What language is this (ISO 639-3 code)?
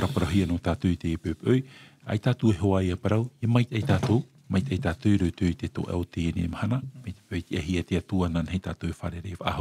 tah